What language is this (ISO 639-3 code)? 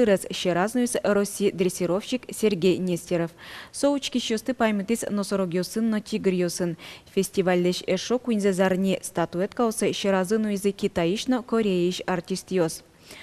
udm